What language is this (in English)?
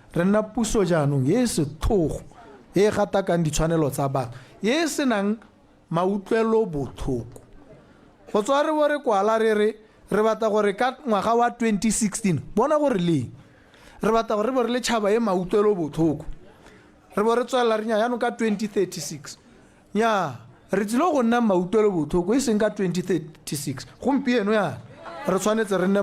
Tswana